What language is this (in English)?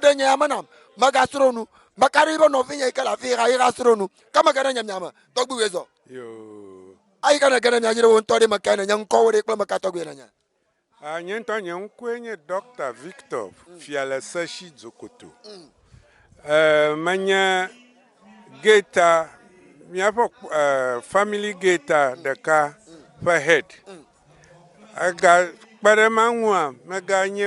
Ewe